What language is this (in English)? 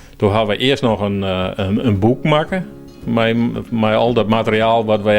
Western Frisian